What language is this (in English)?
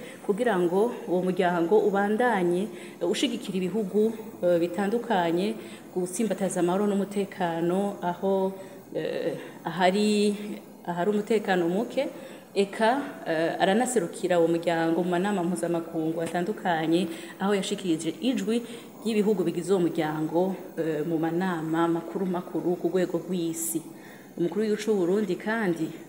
Rundi